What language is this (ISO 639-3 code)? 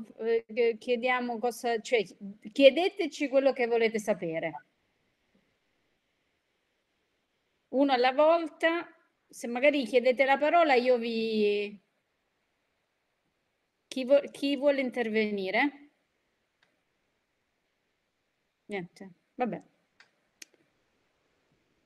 ita